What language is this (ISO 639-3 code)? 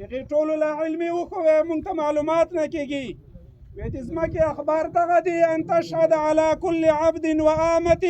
pus